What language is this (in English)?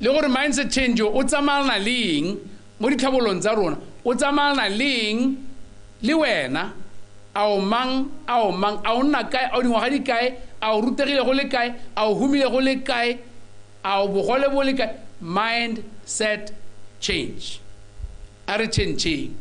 Tswana